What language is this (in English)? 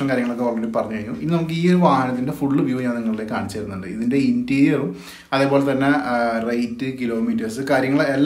Malayalam